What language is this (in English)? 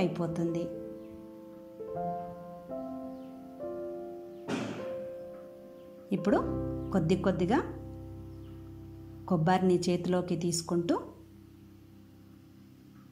Telugu